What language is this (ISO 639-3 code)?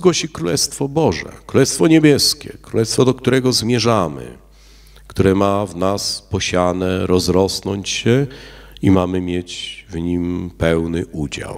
pol